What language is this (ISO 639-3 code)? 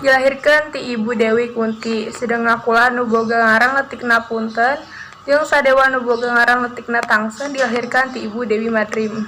sun